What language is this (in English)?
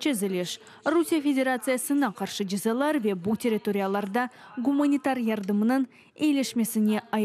Crimean Tatar